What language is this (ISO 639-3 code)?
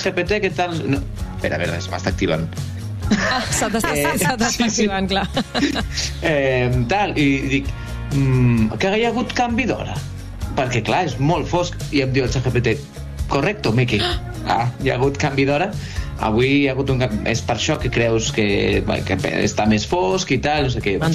cat